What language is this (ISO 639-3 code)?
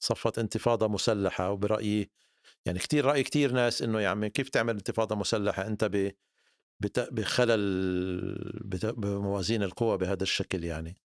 apc